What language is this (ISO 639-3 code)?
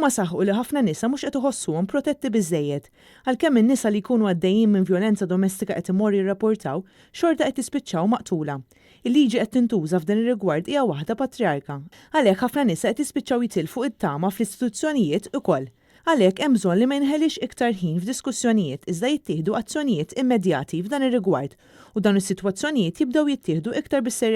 mlt